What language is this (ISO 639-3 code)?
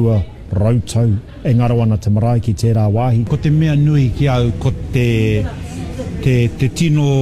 mri